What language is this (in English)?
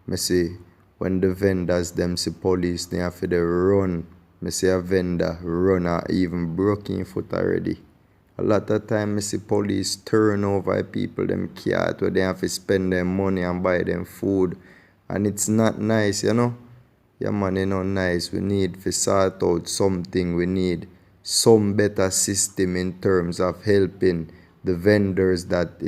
Jamaican Creole English